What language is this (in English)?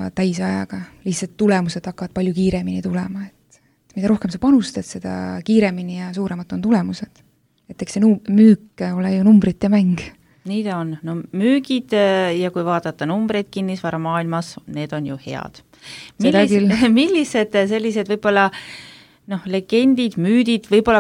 Estonian